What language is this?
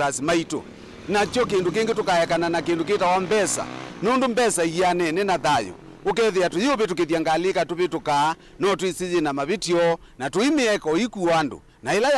Kamba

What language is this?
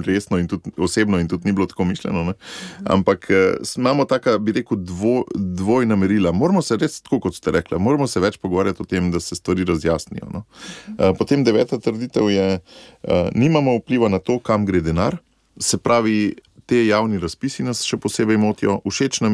Slovenian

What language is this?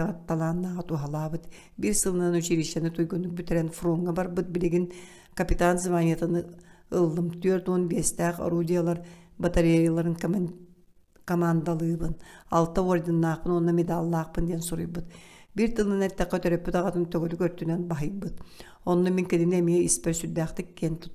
Yakut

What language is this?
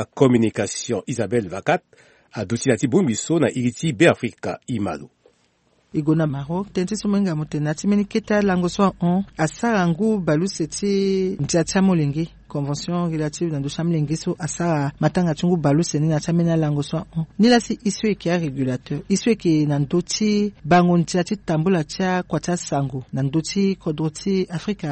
Sango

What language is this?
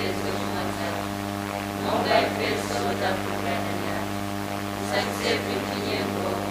Nyanja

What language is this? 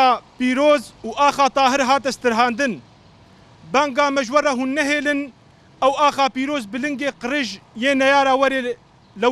Kurdish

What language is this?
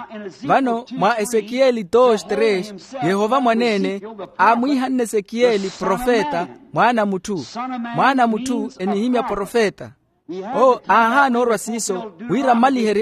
Makhuwa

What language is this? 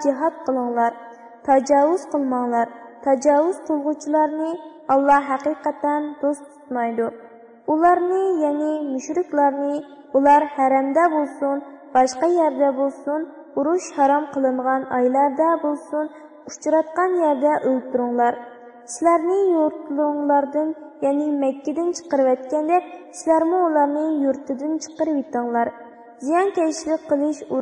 Uyghur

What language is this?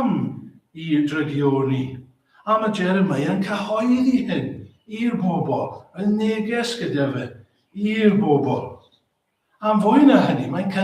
Welsh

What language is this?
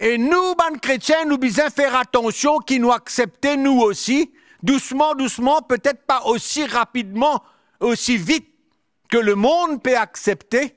Morisyen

